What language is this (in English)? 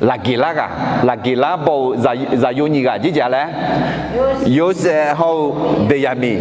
Akha